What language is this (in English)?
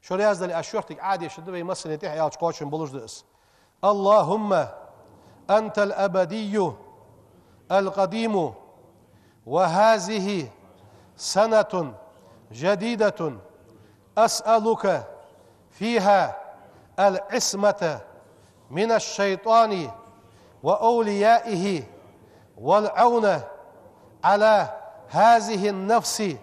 Ingush